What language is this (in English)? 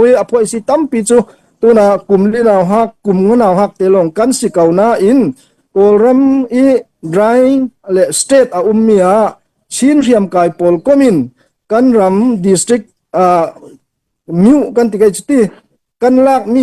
Falam Chin